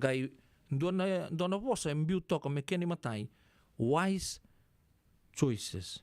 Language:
Fijian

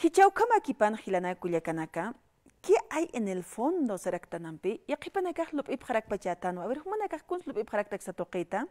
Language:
Aymara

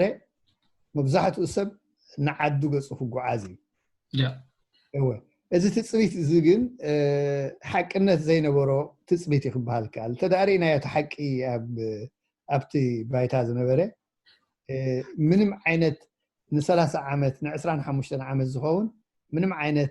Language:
Tigrinya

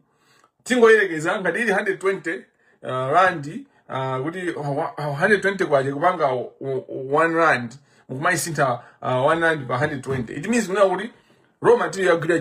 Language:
Nyanja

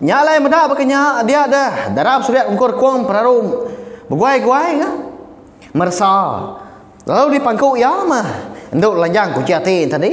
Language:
Iban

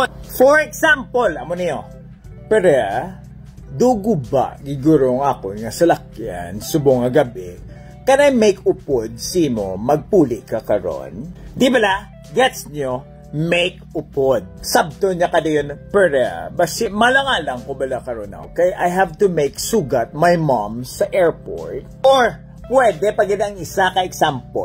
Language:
Hiligaynon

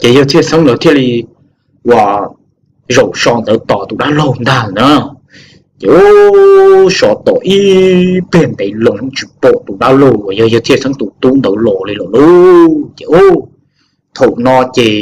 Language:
Hmong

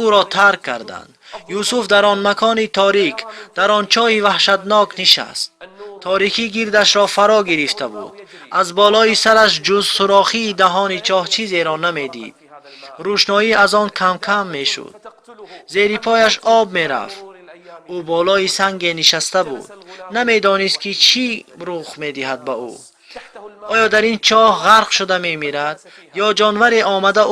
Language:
Tajik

